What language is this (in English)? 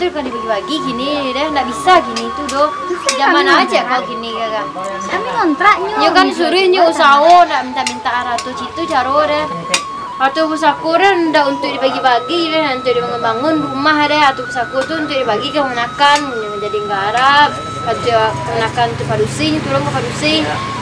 Minangkabau